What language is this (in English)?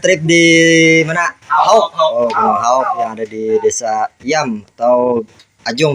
Banjar